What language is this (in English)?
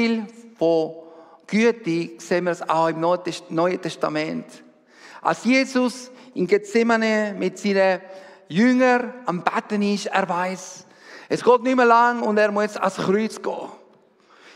Swiss German